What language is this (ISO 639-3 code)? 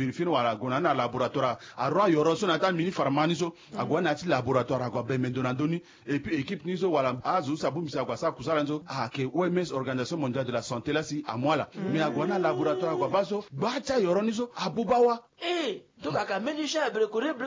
sag